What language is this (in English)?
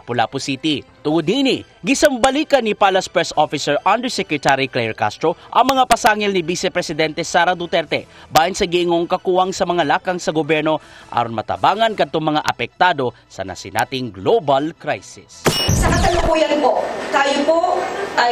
Cebuano